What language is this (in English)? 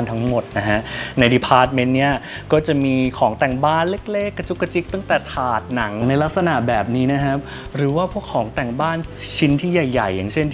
Thai